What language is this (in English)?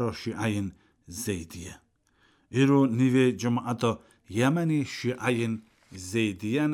Kurdish